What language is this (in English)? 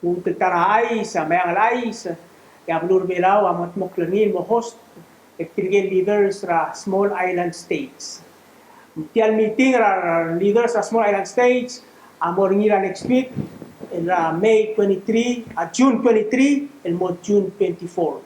Palauan